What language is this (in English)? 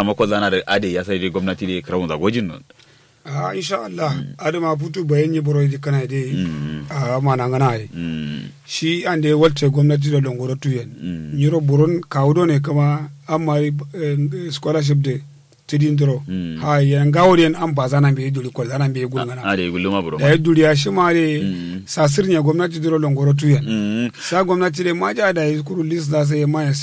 Kanuri